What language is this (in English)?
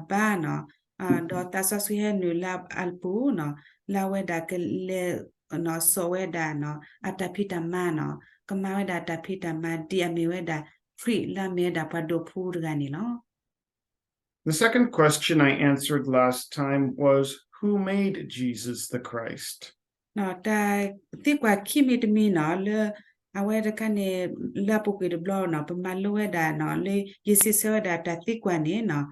S'gaw Karen